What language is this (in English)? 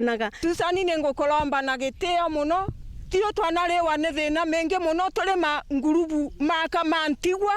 Meru